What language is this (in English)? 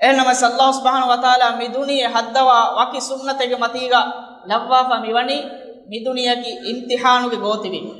Divehi